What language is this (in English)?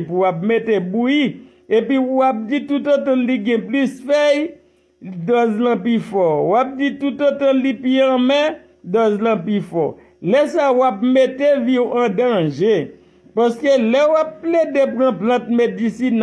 Haitian Creole